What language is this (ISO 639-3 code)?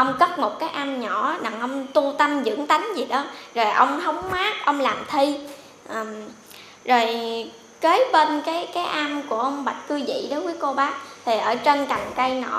vie